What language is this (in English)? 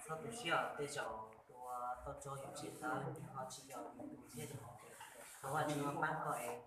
Hmong